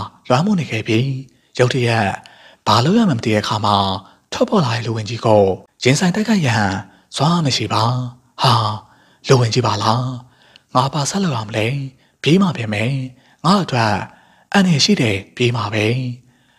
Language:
Burmese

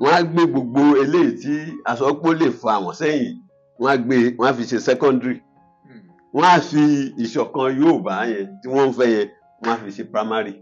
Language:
Yoruba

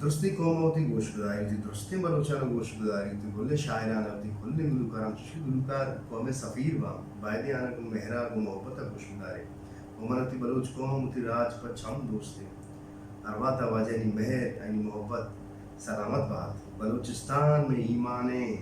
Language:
Baluchi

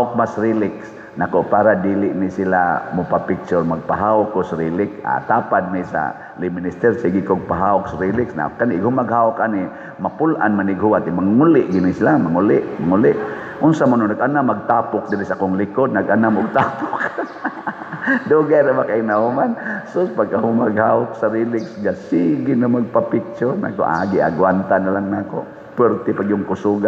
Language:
Cebuano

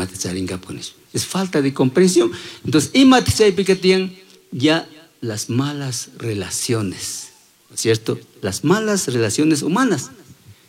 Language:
Chimborazo Highland Quichua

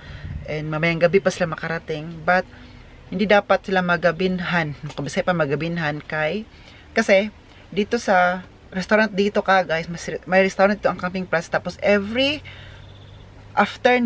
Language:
Filipino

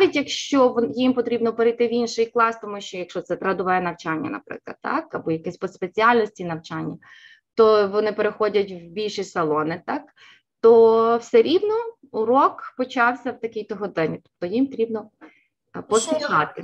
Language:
Ukrainian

